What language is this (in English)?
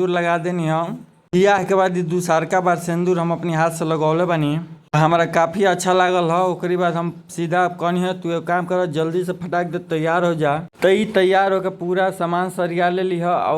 Bhojpuri